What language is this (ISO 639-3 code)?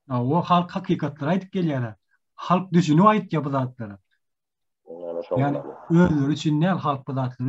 tuk